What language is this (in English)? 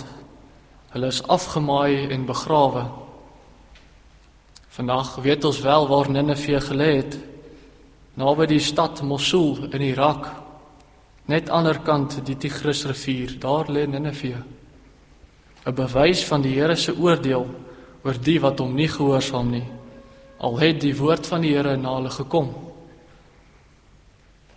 Afrikaans